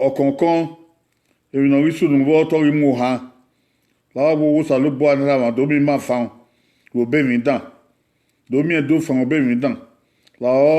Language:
Bini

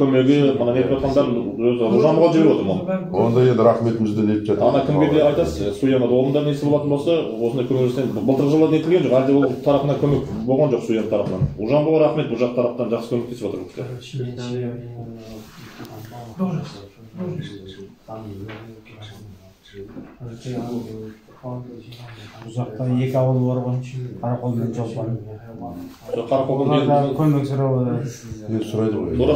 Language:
Kazakh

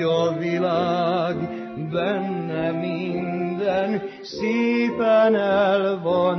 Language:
Hungarian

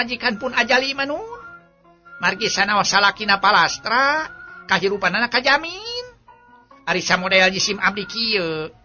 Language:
Sundanese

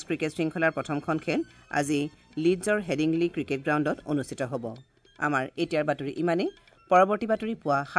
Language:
Assamese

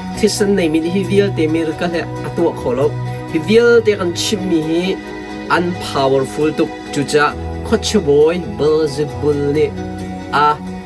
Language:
Hakha Chin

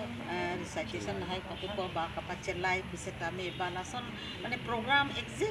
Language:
Karbi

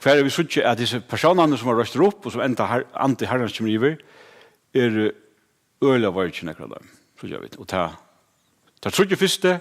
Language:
Faroese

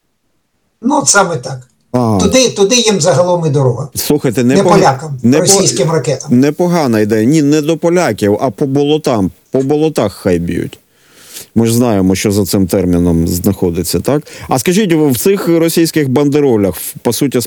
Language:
Ukrainian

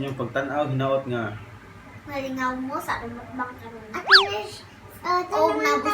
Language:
Cebuano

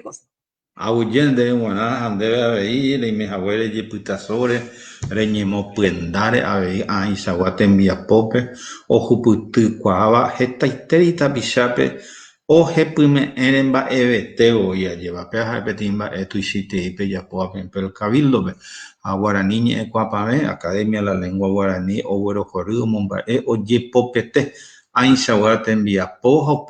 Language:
Guarani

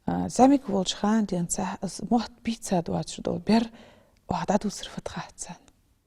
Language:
Ingush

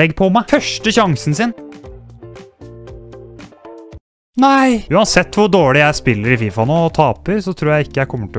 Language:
Norwegian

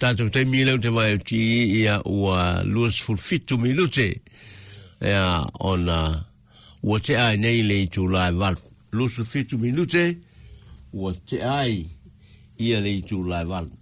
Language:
Samoan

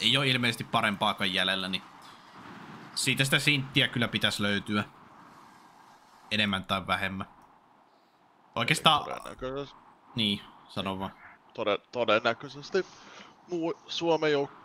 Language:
Finnish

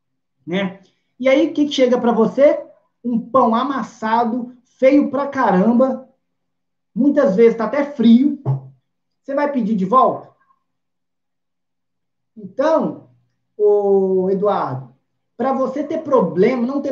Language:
Portuguese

